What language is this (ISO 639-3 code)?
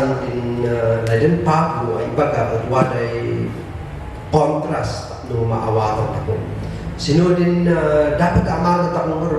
kne